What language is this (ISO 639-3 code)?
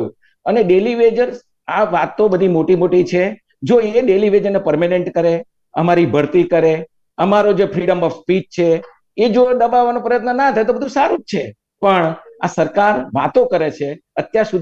guj